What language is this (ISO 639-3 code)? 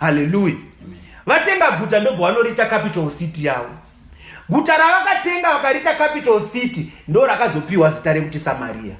sna